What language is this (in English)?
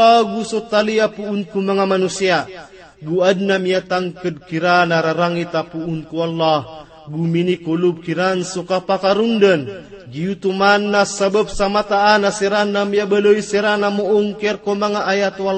Maranao